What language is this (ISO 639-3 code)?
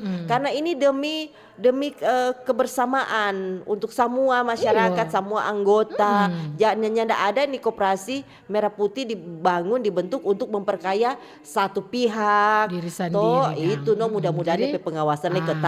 xmm